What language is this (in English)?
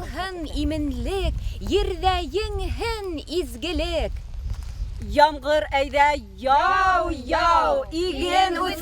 Bashkir